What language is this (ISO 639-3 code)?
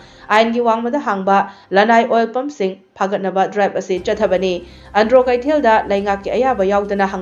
mni